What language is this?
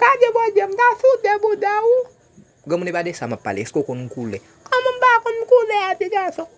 Haitian Creole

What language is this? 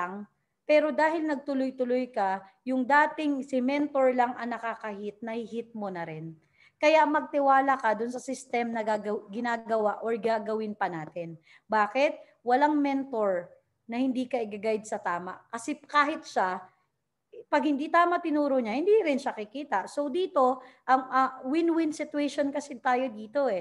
Filipino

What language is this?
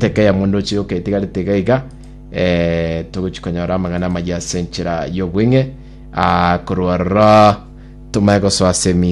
Gusii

